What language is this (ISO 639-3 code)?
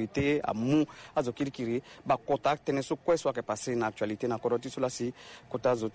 sag